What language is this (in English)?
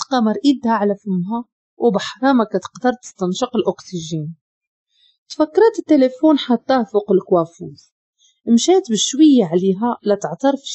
Moroccan Arabic